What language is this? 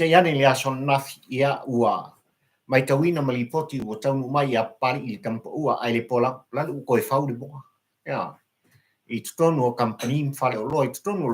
Samoan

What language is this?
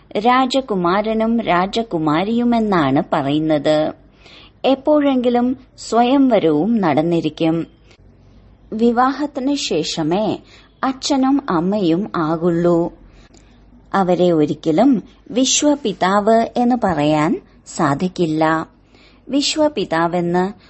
Malayalam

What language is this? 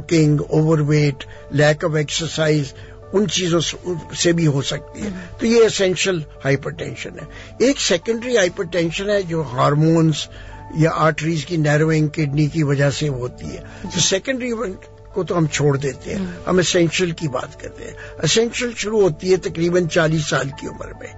Urdu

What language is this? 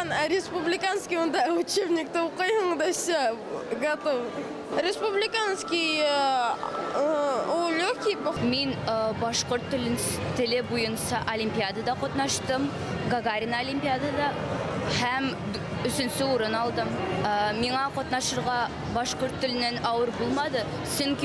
Bashkir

